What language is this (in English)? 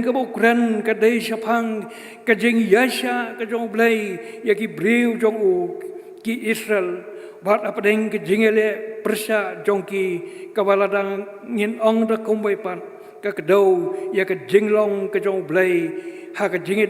Khasi